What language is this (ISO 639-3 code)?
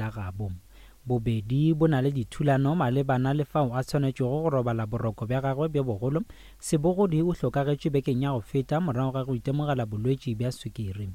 nso